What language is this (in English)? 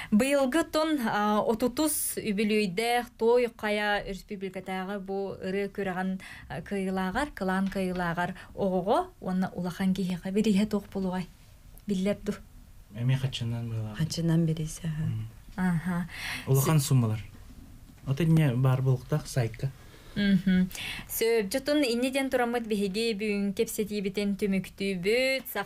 Yakut